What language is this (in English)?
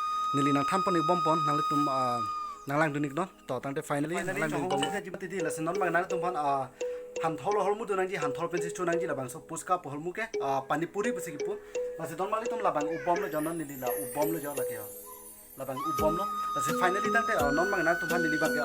Karbi